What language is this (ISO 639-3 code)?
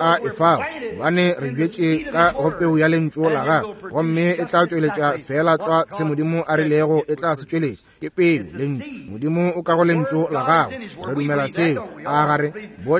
nso